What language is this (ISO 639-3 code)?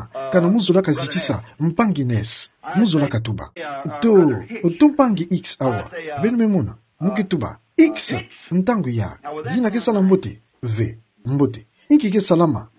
ktu